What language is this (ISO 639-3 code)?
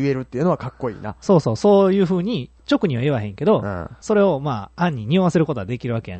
jpn